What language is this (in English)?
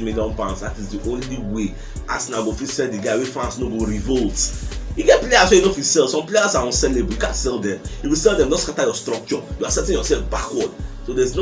Nigerian Pidgin